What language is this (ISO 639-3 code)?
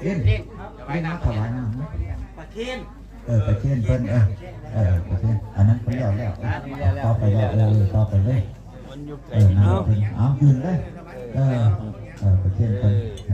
lao